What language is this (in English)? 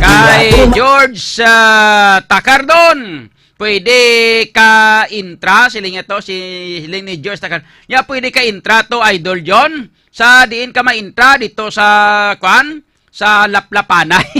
Hiligaynon